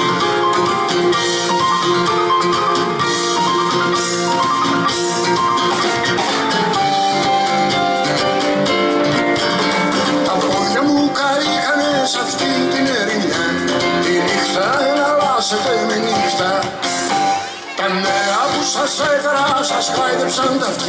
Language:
Greek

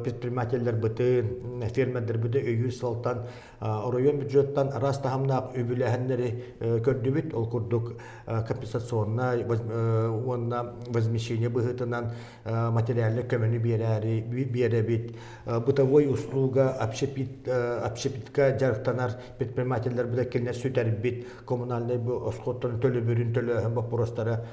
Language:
Yakut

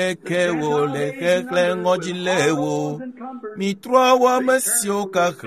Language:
Ewe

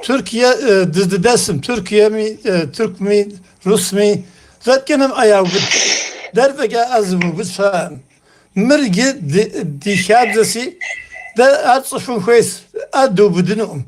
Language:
Kabardian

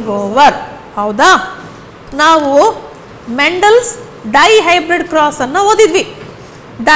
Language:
Kannada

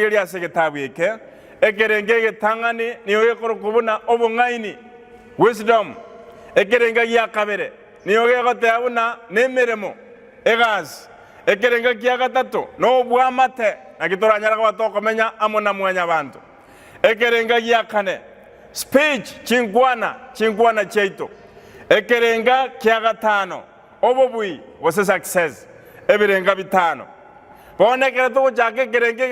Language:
Gusii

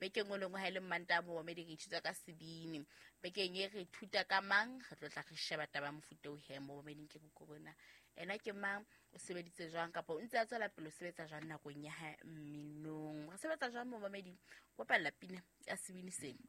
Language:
Southern Sotho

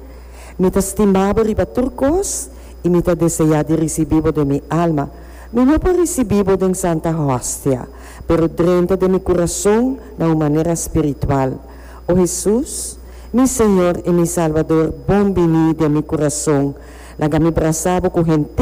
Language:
Papiamento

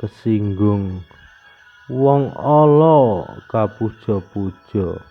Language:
Javanese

